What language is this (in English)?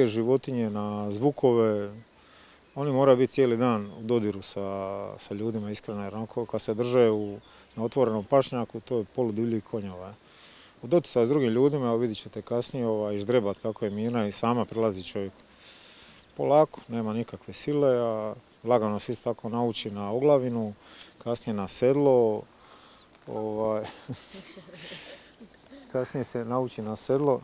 Croatian